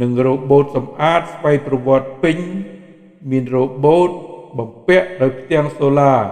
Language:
Khmer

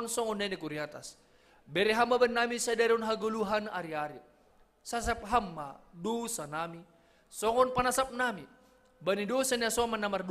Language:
Batak Simalungun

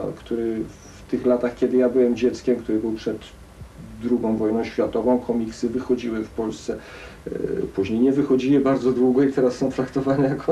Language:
Polish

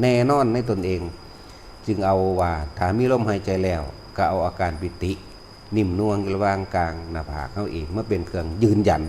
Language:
Lao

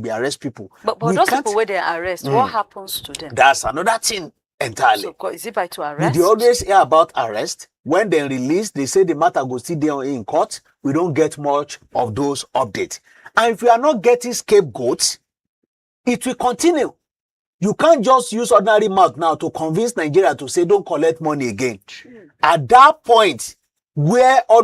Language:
Nigerian Pidgin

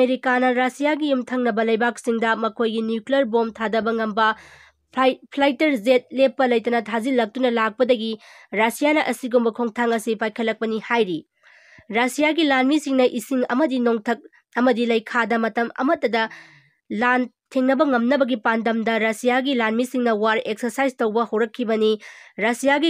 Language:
Manipuri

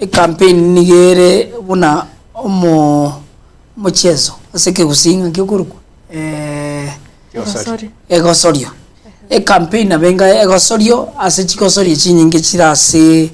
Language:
Gusii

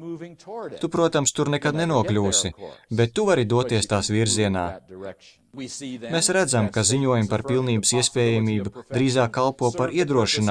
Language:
Latvian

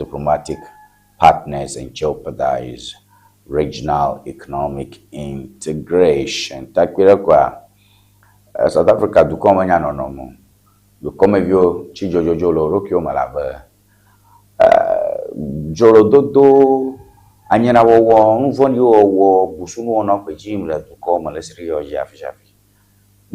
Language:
Ewe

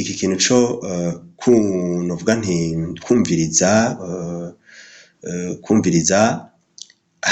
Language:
Rundi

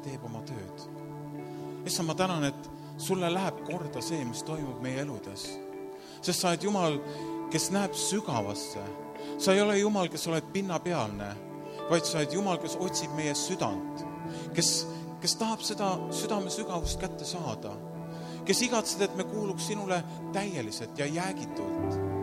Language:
Estonian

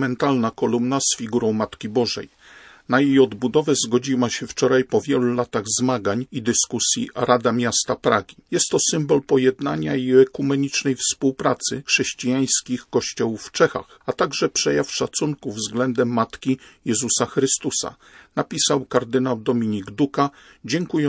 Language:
Polish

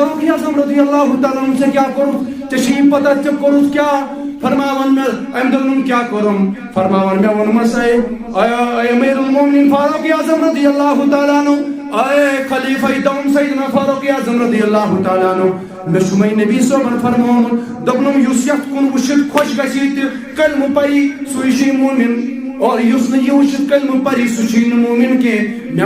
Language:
Kashmiri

